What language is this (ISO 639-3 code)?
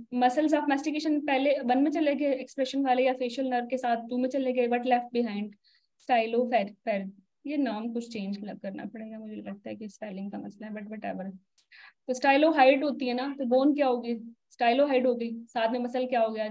hin